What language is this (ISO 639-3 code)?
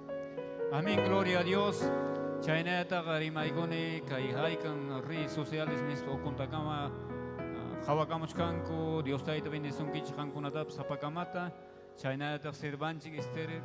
quy